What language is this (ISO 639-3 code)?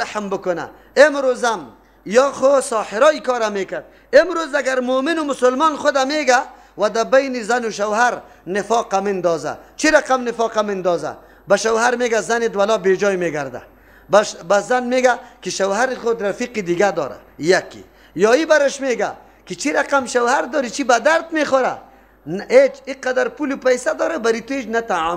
fas